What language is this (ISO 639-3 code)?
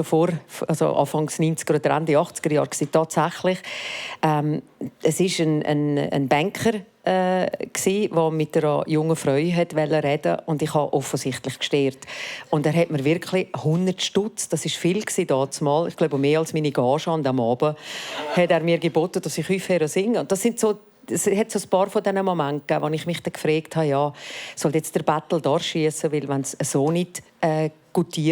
gsw